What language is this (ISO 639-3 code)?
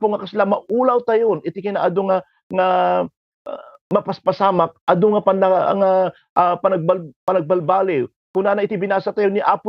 ilo